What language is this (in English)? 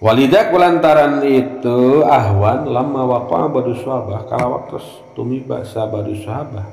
Sundanese